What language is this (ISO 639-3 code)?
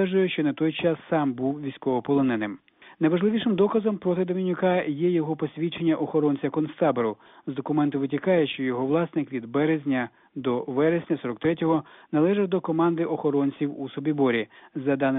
ukr